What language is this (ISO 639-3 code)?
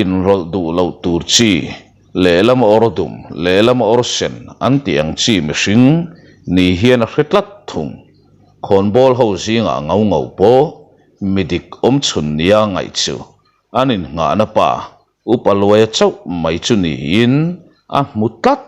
lus